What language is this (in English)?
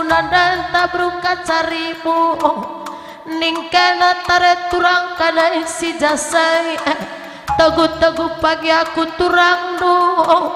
Batak Karo